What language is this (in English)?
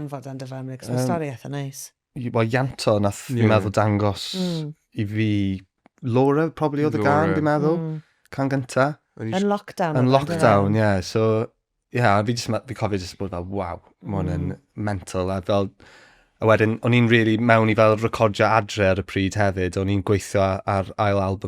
Welsh